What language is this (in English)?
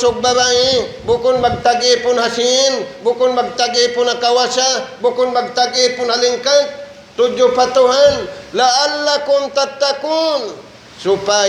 Tausug